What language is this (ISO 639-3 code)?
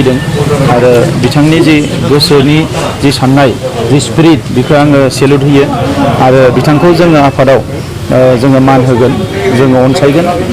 brx